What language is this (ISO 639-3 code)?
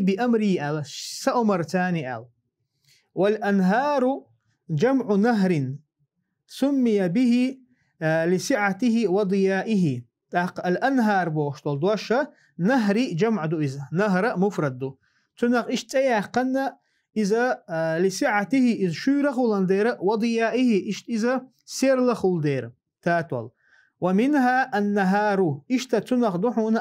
che